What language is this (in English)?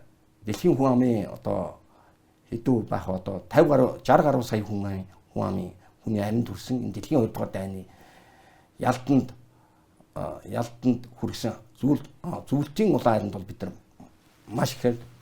Mongolian